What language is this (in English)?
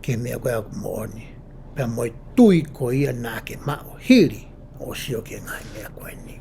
Tongan